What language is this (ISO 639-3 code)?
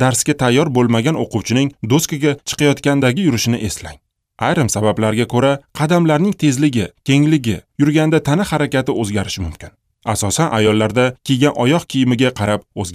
uzb